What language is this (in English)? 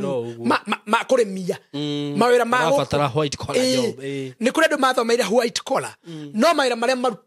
Kikuyu